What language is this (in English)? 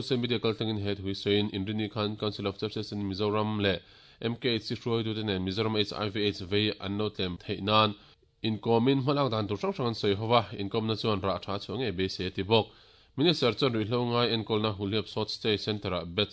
Mizo